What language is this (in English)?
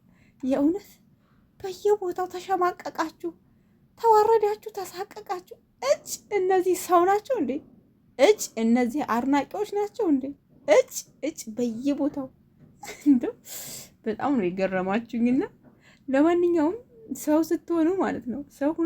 Amharic